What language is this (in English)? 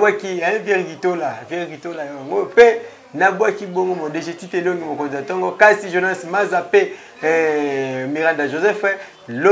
Lingala